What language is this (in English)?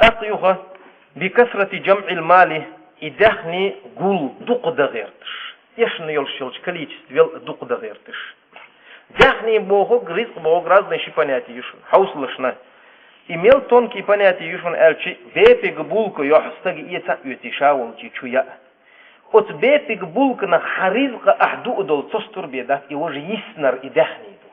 Chechen